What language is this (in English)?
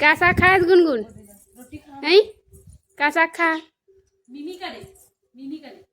Chhattisgarhi